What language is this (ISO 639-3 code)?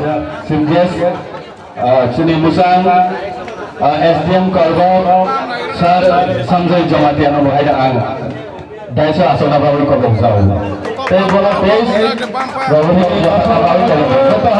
trp